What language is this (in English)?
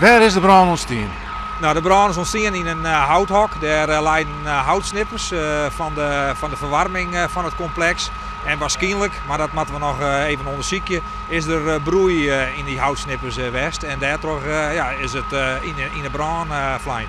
Western Frisian